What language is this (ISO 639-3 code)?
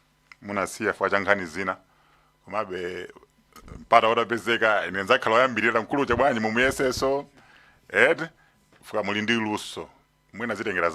nya